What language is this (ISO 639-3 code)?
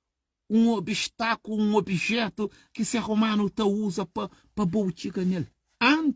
kea